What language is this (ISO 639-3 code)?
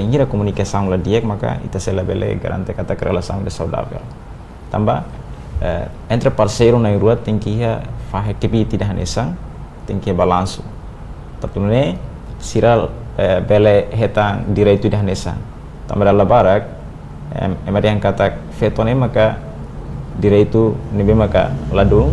tet